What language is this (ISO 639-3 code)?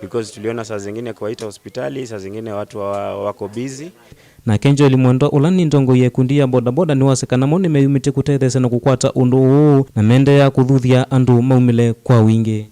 kam